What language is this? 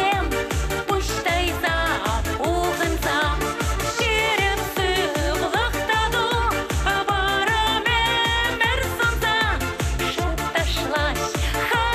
Chuvash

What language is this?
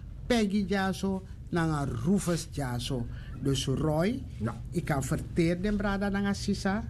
Sranan Tongo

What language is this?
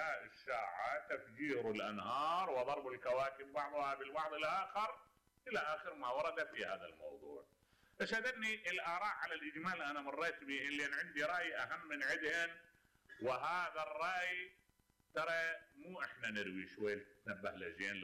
Mesopotamian Arabic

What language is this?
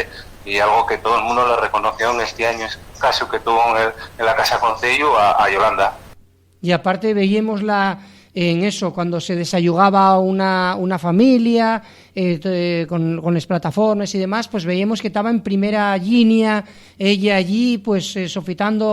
Asturian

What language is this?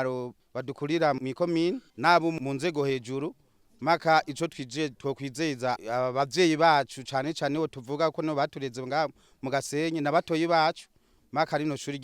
Rundi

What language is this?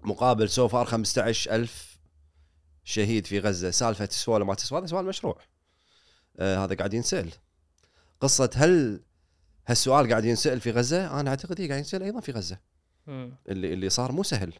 Gulf Arabic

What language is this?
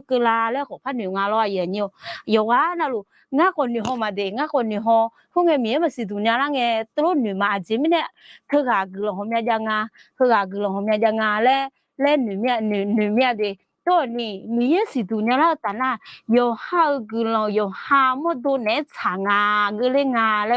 Akha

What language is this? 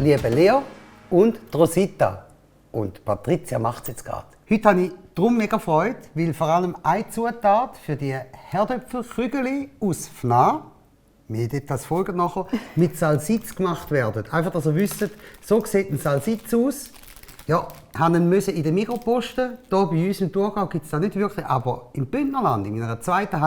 Swiss German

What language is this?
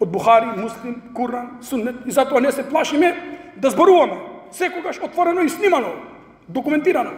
Macedonian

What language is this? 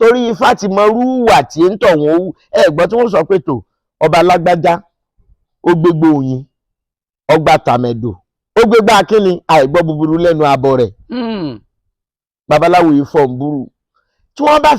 Yoruba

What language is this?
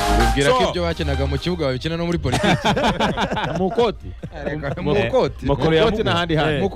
Kinyarwanda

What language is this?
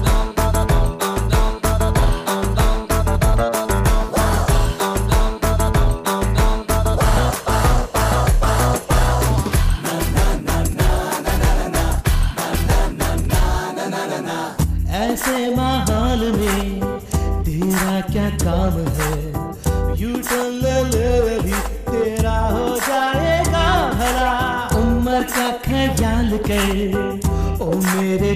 Hindi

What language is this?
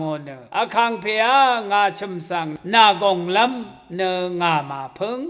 Rawang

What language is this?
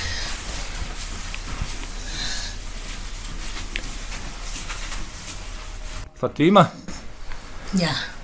Bosnian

